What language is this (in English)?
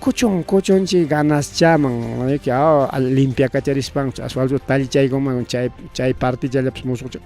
Ayacucho Quechua